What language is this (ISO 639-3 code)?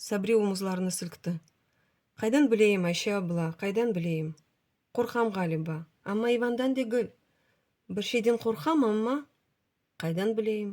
crh